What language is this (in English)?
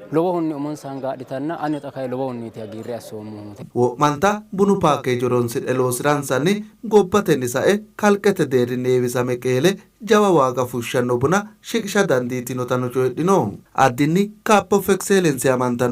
Sidamo